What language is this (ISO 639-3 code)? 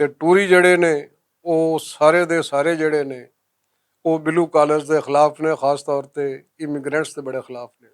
lah